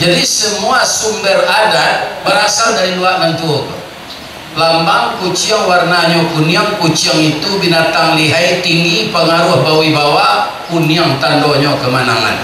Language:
Minangkabau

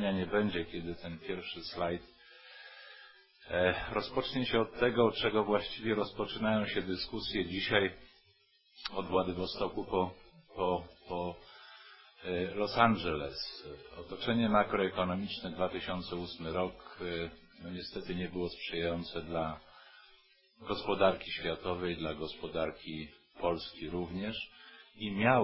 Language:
Polish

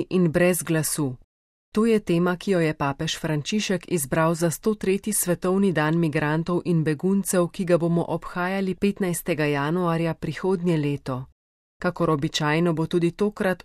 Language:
Slovenian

